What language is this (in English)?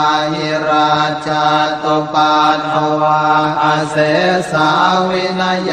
Pali